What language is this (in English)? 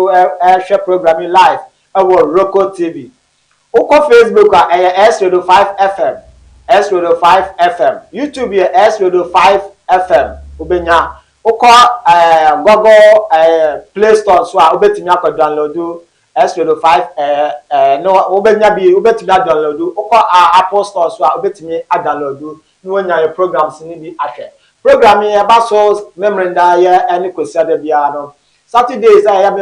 Akan